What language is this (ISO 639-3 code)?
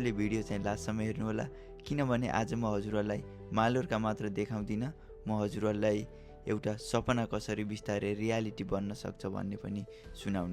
nep